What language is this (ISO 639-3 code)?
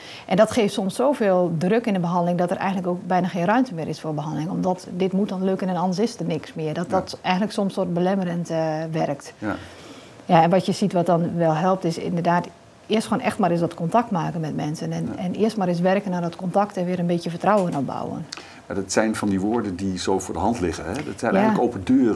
nld